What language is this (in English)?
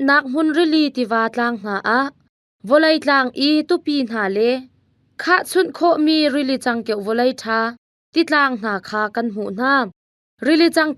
Hakha Chin